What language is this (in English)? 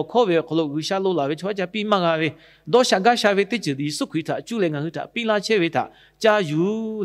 Lahu